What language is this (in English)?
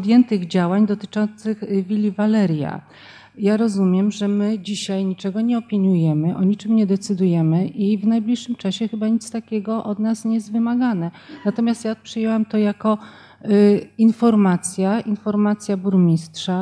Polish